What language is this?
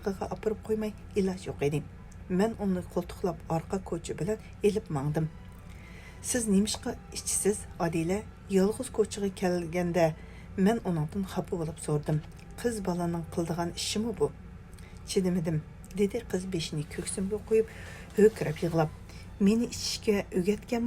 Uyghur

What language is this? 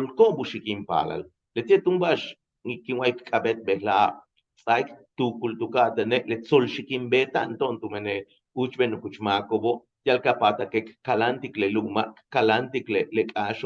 Yucateco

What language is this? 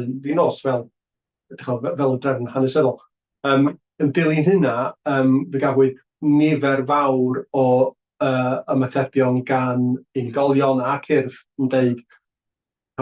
Welsh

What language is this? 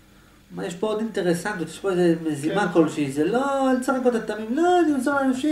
Hebrew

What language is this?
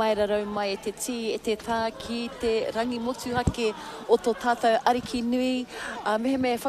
Māori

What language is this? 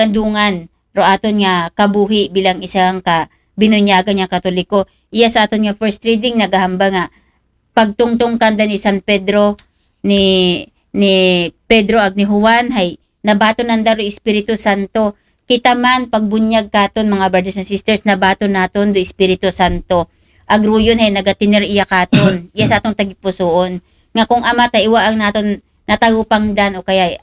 Aklanon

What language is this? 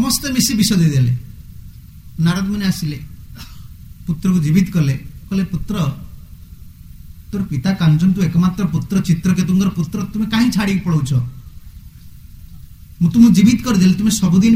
Odia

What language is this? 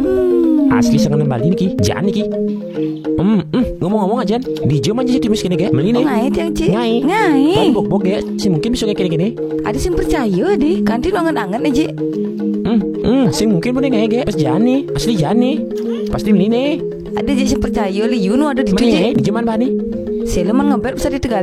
Balinese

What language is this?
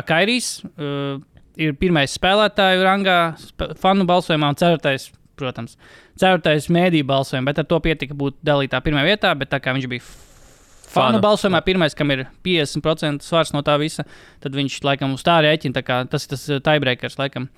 Latvian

